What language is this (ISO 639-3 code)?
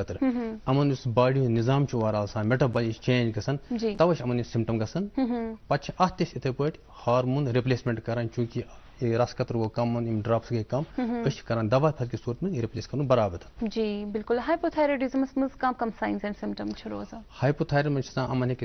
kas